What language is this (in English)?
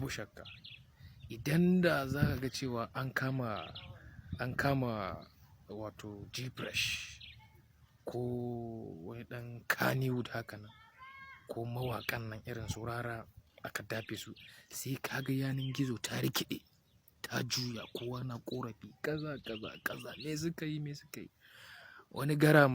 Hausa